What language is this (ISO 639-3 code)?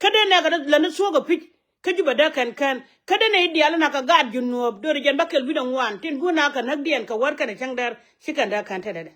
nus